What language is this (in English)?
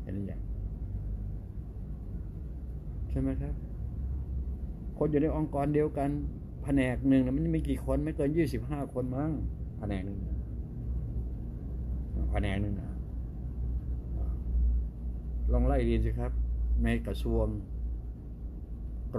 Thai